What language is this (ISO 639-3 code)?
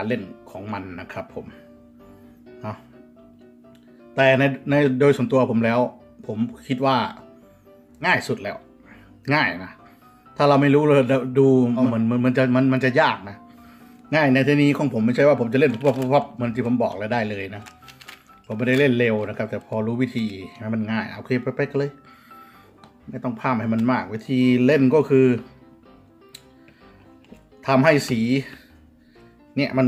tha